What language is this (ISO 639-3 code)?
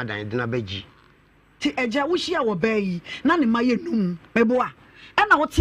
aka